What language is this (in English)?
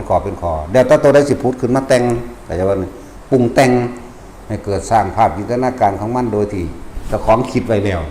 Northeastern Thai